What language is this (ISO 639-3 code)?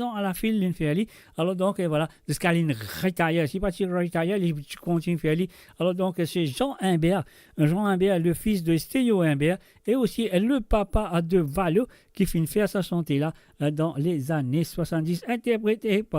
mfe